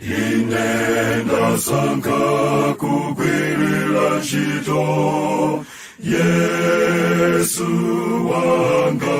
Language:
Nyanja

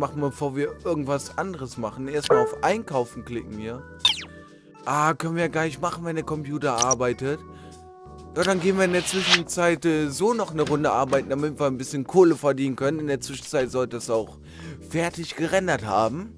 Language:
German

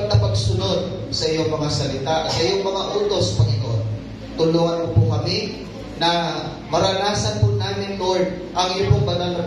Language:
Filipino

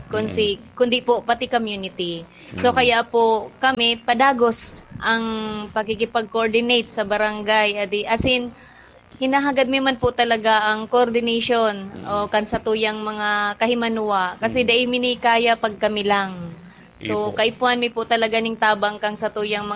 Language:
Bikol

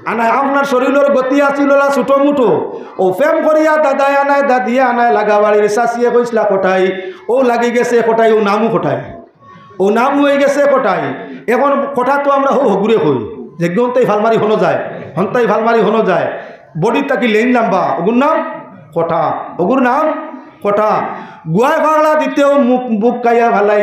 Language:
Sylheti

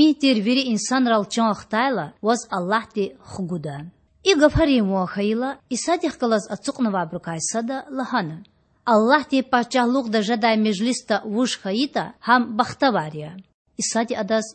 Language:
Lezghian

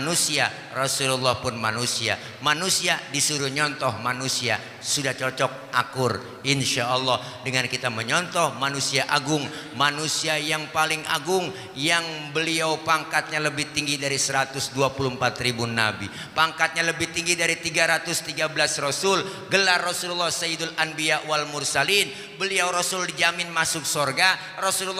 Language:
Betawi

